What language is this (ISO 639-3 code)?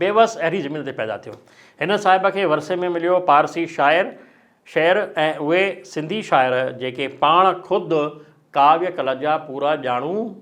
snd